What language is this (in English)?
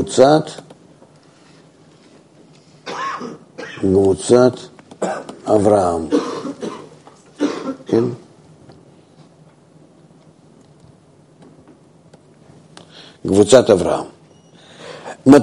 Hebrew